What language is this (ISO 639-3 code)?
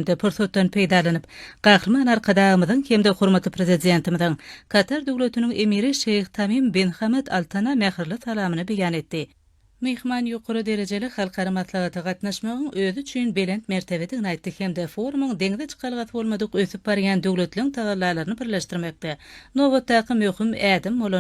tuk